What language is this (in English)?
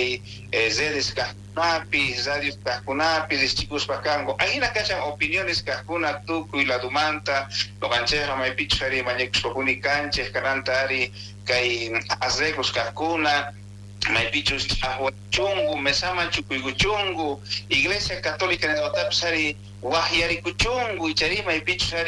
South Bolivian Quechua